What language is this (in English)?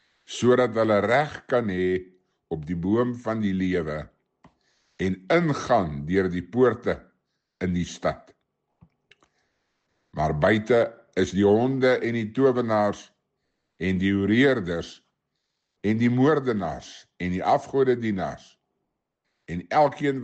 Afrikaans